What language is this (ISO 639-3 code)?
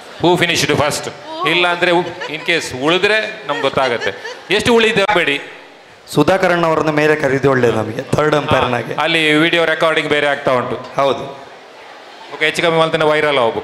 kan